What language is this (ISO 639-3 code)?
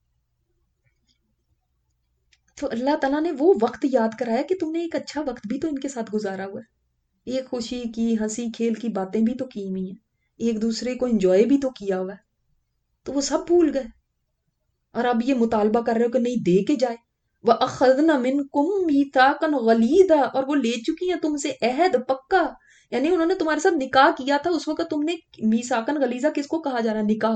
urd